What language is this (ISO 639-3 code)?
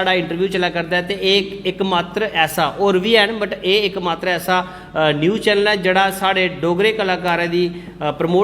doi